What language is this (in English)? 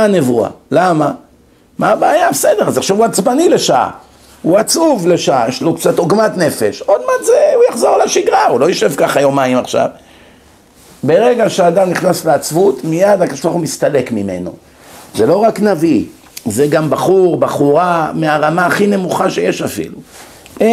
Hebrew